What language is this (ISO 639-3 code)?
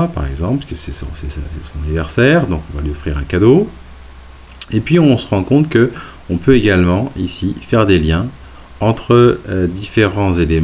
fra